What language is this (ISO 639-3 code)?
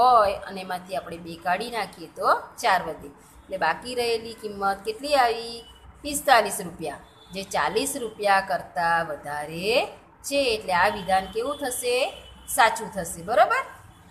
guj